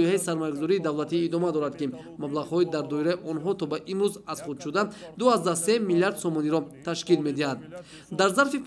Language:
Tajik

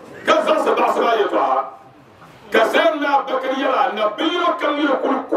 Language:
Dagbani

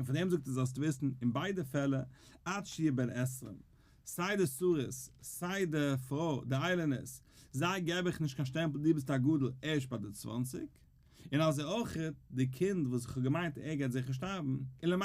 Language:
Yiddish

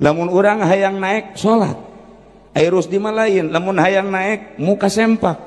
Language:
Sundanese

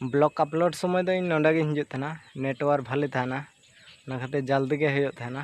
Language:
Santali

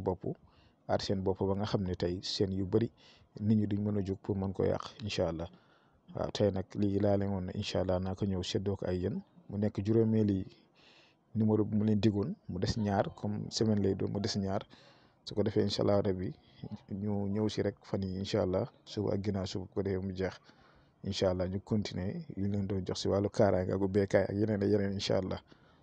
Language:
Wolof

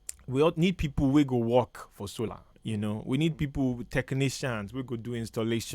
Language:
Nigerian Pidgin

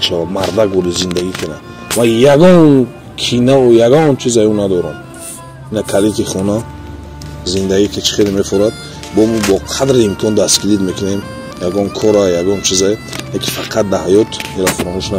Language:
Tajik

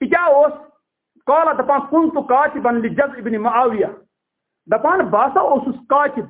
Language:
Kashmiri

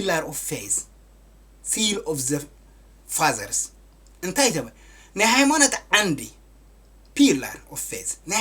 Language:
Tigrinya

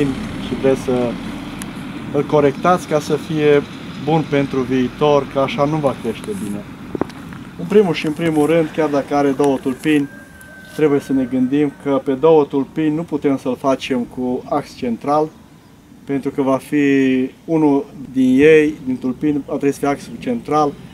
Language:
Romanian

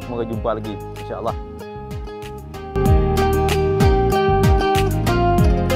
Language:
Malay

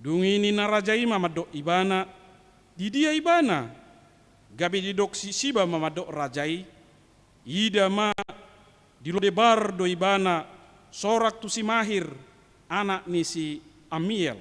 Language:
Batak Toba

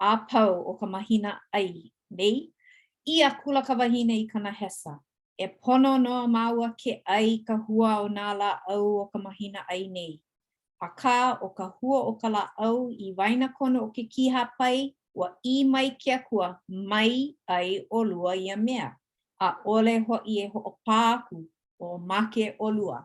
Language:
Hawaiian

